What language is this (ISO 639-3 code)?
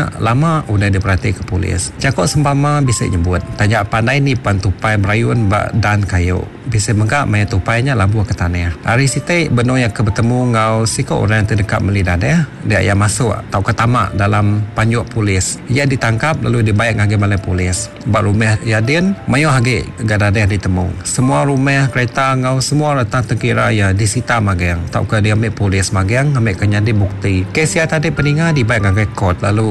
iba